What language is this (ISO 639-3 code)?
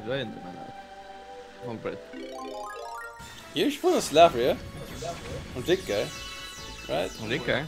fao